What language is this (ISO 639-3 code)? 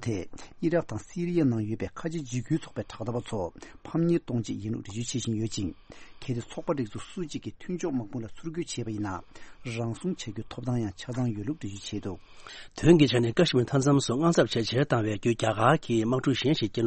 bod